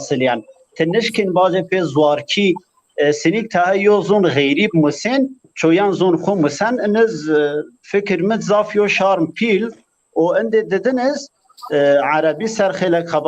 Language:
Zaza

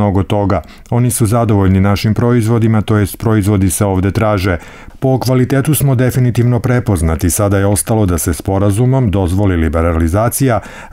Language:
Serbian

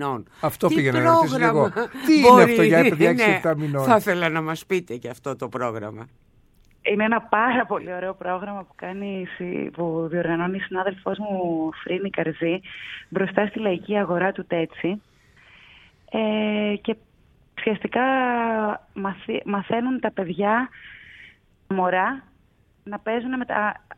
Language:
Greek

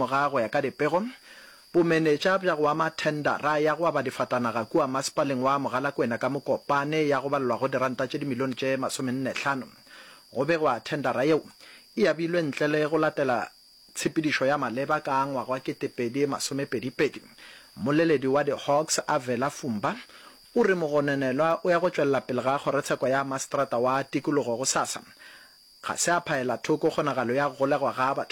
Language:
Northern Sotho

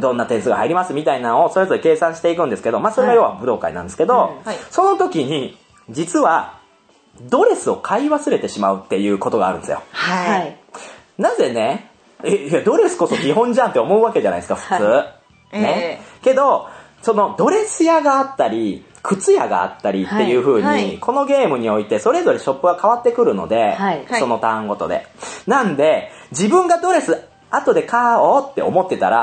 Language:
Japanese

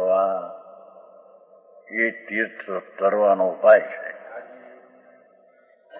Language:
Gujarati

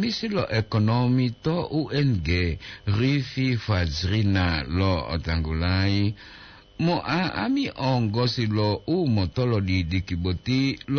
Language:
Gorontalo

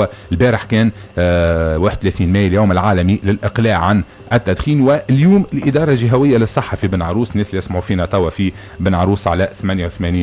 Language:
Tunisian Arabic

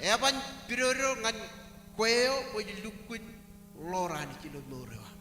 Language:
Marshallese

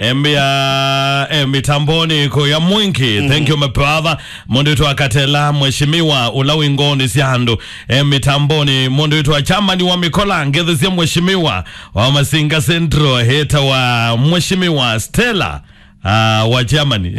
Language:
Kamba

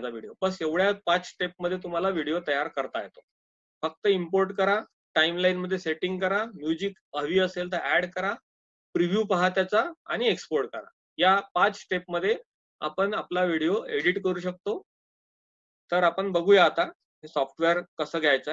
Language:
Marathi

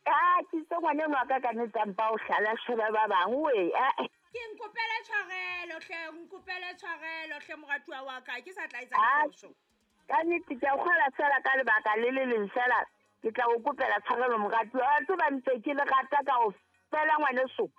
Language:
Southern Sotho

